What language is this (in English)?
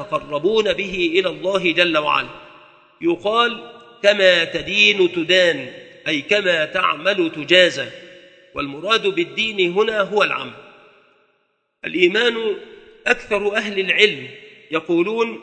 Arabic